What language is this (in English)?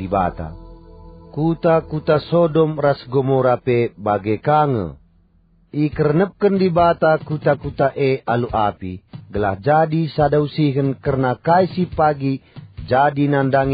Batak Karo